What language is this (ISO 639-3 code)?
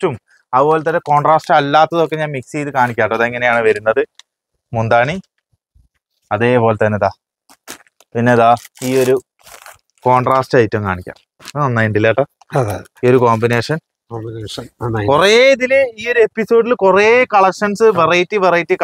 mal